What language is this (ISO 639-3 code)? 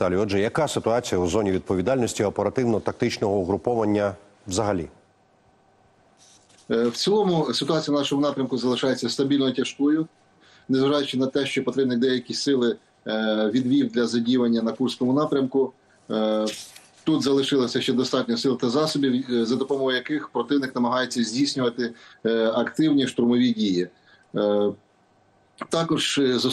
ukr